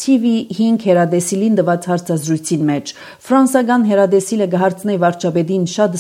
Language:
Armenian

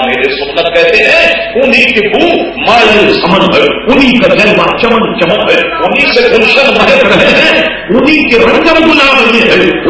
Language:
Urdu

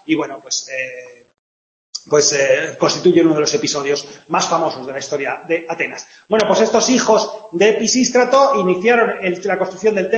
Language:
Spanish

